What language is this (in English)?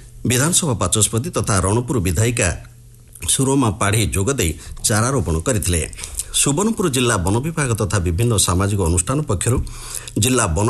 Odia